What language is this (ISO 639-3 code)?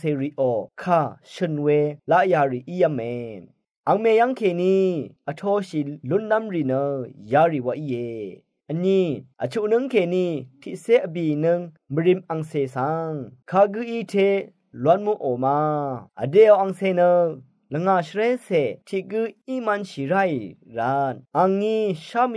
raw